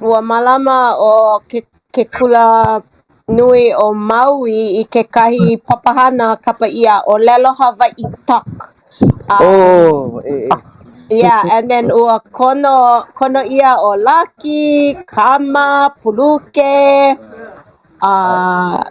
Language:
Hawaiian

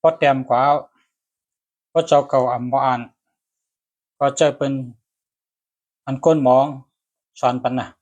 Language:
Shan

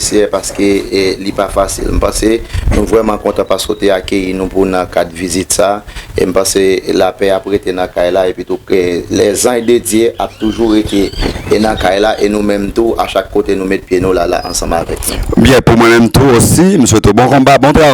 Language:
Haitian Creole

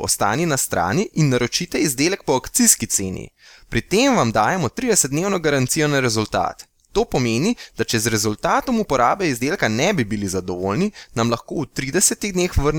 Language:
Slovenian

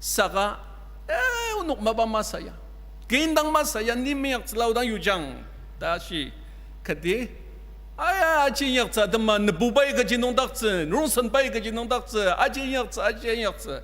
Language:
Ao Naga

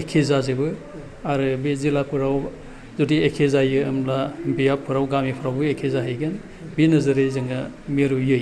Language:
Bodo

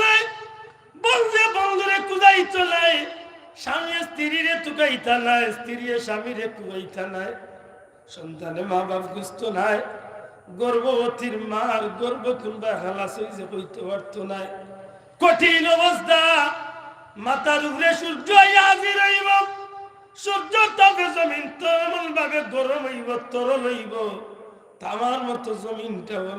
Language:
Sylheti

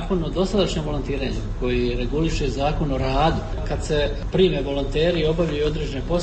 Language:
Croatian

